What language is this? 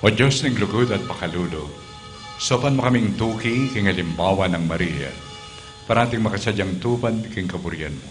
Pampanga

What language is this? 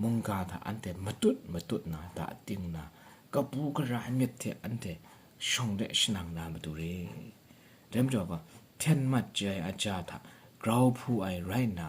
Kachin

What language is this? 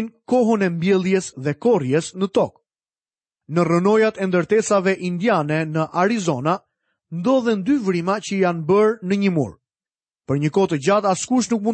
Albanian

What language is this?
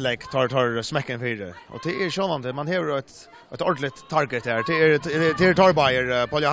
Faroese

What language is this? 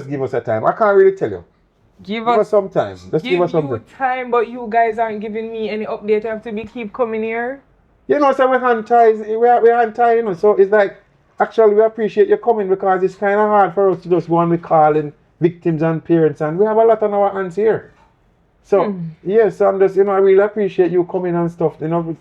Jamaican Creole English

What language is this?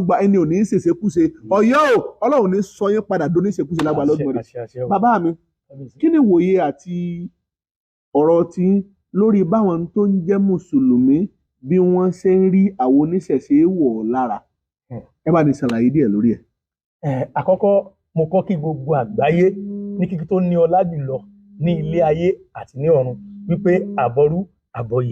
Yoruba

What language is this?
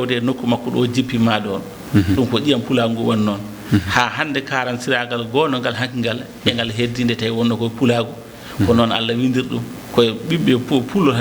Fula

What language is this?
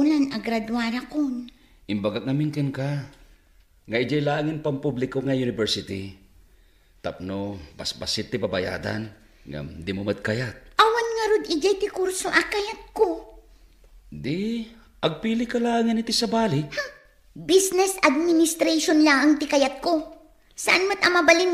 Iloko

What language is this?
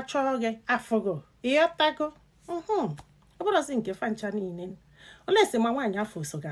Igbo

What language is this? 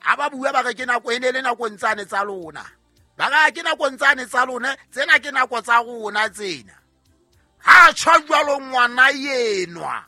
Southern Sotho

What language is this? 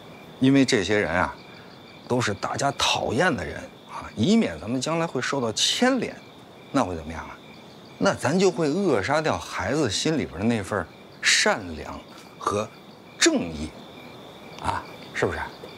Chinese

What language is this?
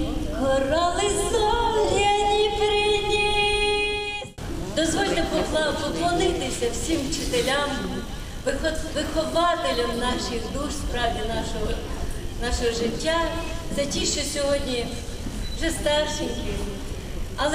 Ukrainian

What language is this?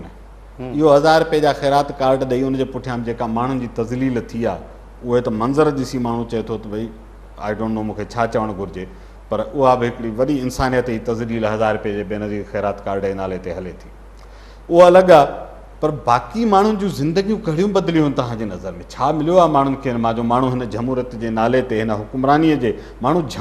Sindhi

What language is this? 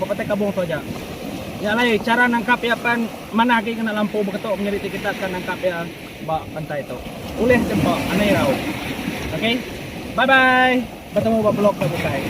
Iban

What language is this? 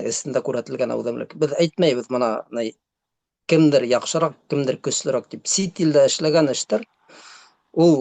Bashkir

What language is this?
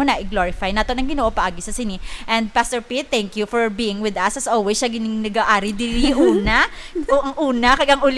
Hiligaynon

